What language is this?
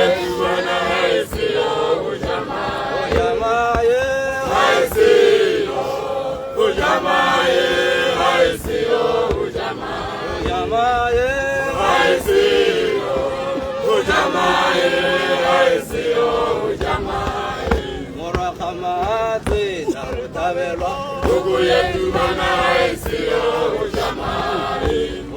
Tswana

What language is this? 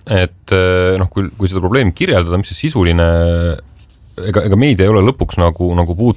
Estonian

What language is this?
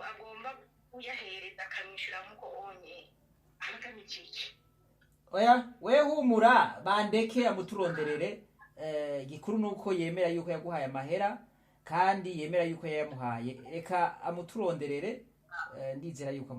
Rundi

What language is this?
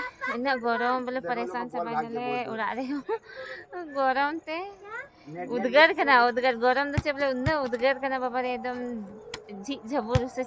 Santali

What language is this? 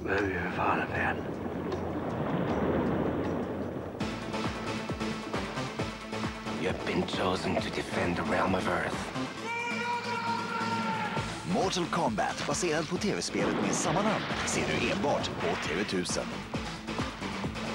Swedish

